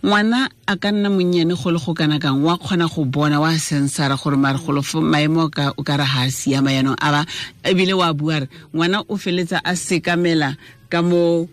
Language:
Tswana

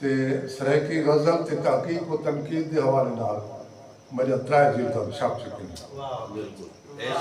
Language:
Saraiki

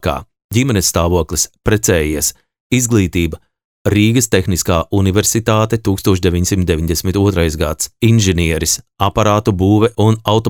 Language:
Latvian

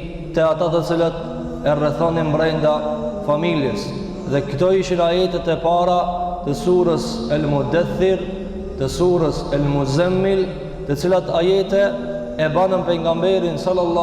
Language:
Albanian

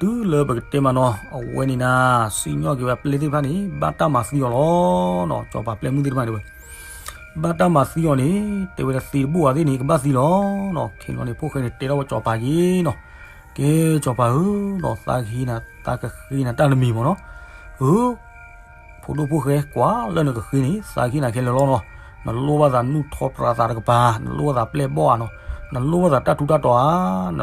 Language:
S'gaw Karen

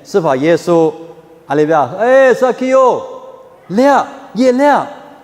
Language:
Lisu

